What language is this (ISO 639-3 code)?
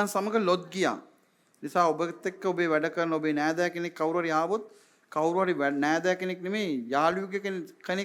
sin